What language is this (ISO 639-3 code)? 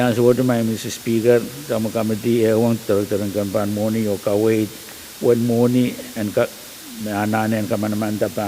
pon